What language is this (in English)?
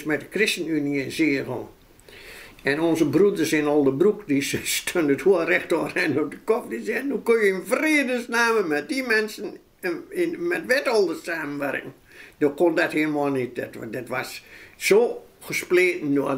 Dutch